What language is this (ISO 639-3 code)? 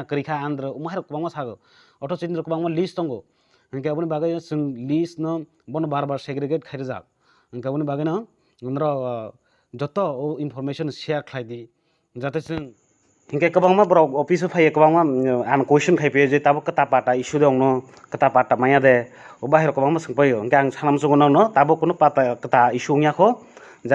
trp